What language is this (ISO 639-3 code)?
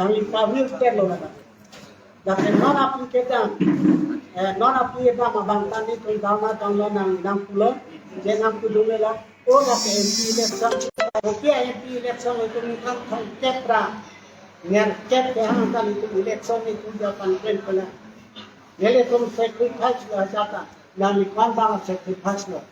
mjw